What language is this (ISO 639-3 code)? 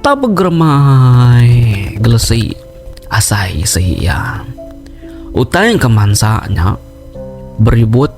iba